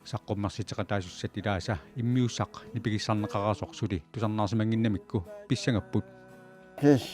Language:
Kalaallisut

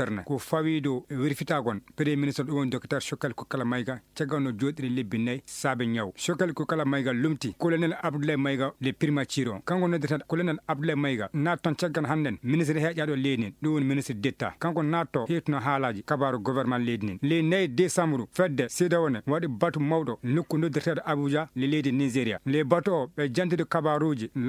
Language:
Fula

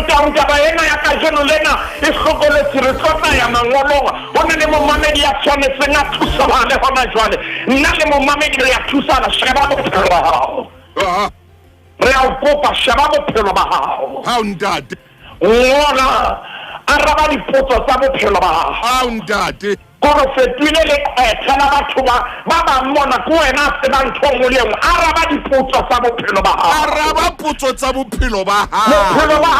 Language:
Southern Sotho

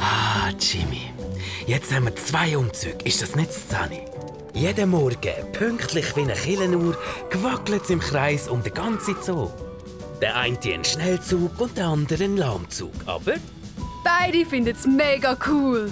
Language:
Swiss German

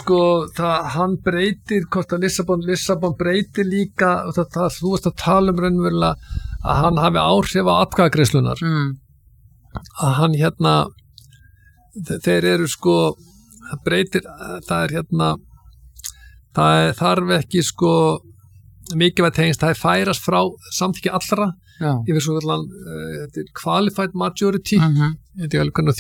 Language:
Icelandic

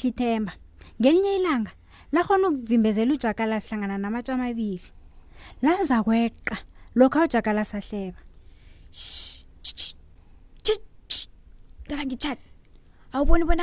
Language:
South Ndebele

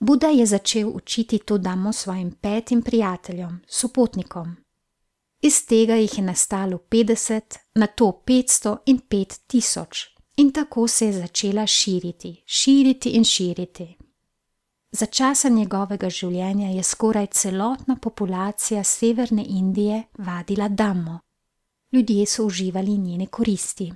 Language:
Slovenian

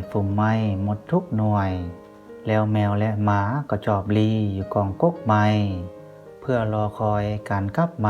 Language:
Lao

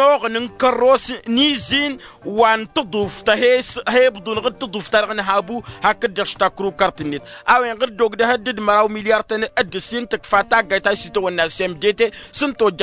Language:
Tamasheq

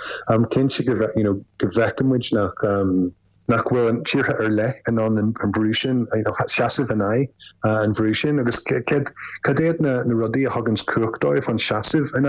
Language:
Irish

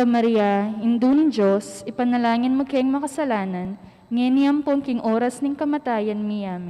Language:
Pampanga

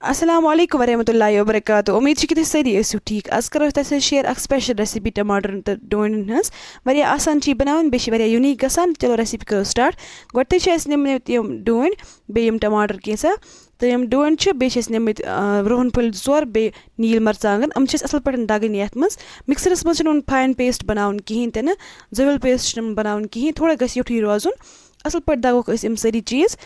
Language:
Kashmiri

